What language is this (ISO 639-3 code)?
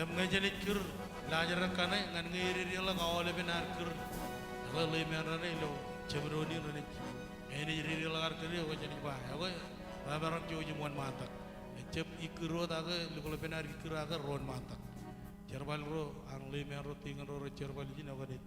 mah